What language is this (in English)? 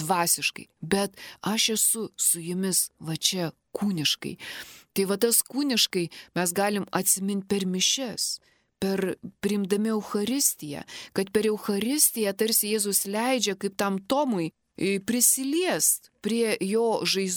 Lithuanian